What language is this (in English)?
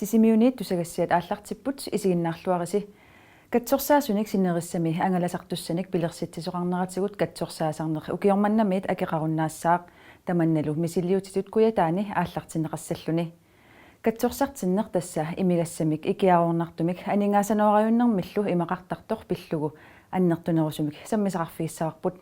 Kalaallisut